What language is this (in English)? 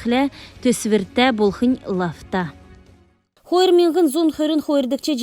Kalmyk